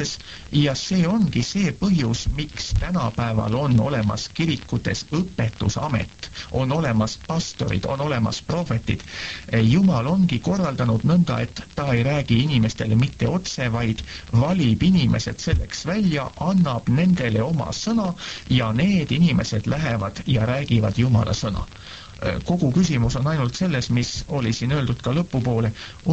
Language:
Estonian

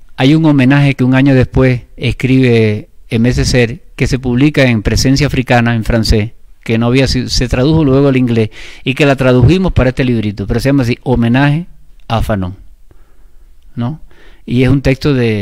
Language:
Spanish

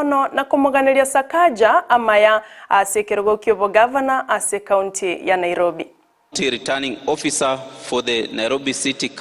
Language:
Gusii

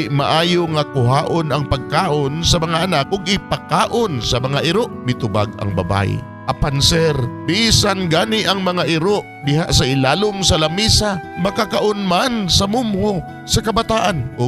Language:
Cebuano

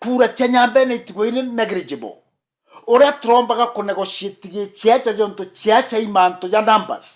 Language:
Meru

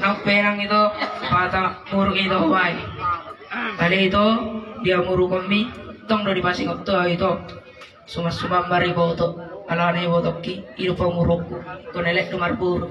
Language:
Batak Toba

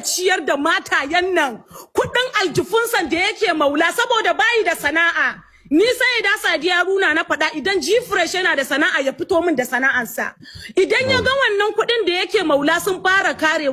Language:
Hausa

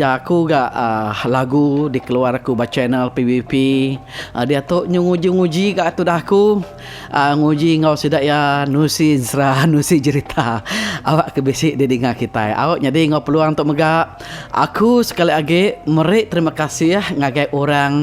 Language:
Iban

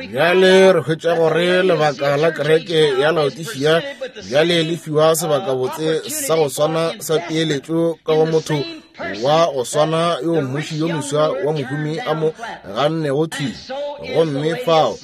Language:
Northern Sotho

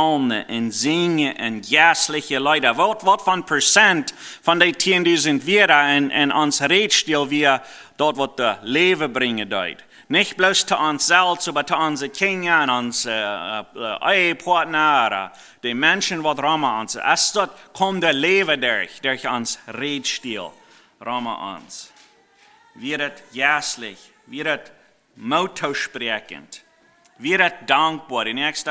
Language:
Plautdietsch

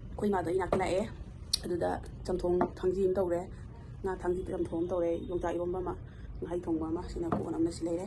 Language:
Manipuri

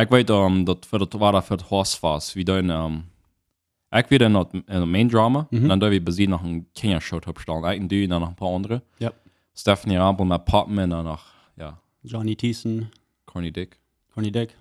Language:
Plautdietsch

